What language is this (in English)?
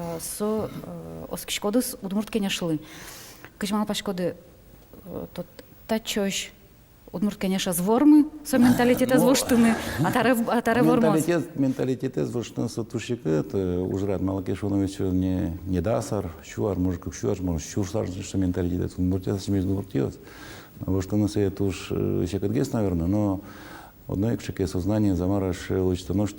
Udmurt